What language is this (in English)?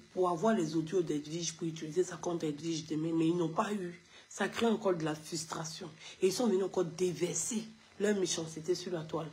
French